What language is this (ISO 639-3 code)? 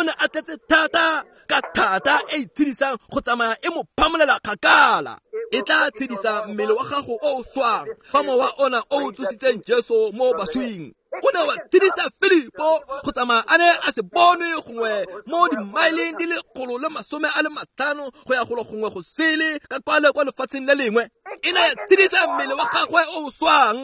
tsn